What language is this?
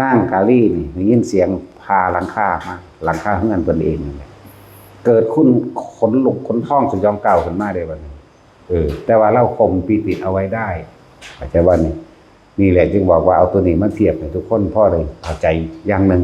Northeastern Thai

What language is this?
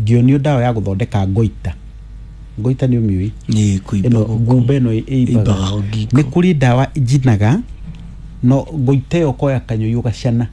Kikuyu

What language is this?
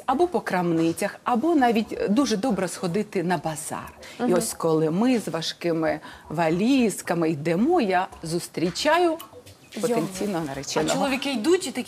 Ukrainian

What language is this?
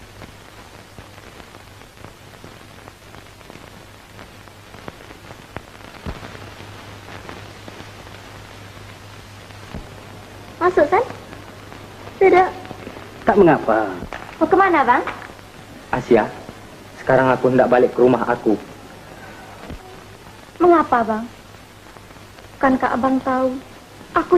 Malay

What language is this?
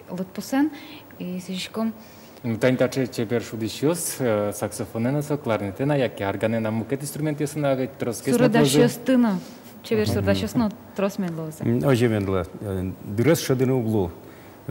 Udmurt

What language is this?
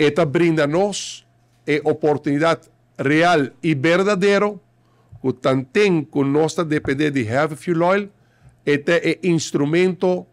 Papiamento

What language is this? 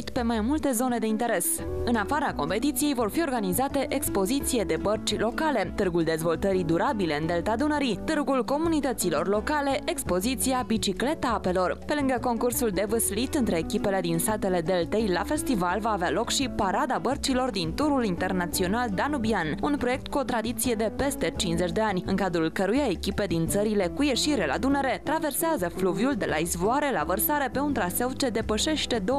Romanian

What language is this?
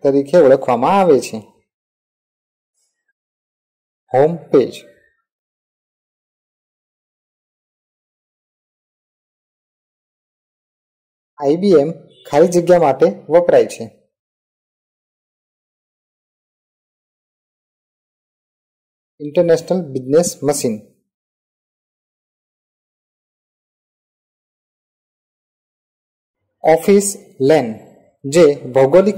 Gujarati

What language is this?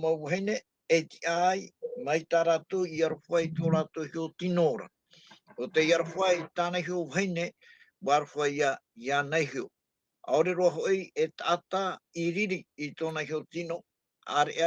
Tahitian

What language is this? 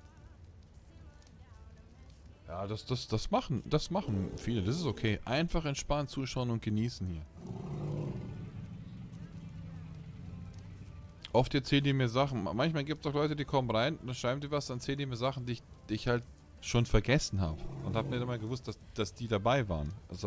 German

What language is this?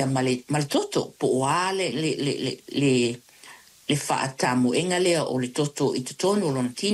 Samoan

